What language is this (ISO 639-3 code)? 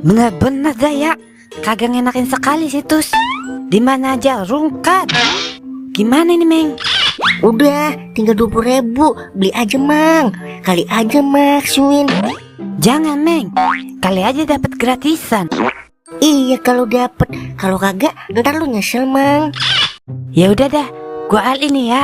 bew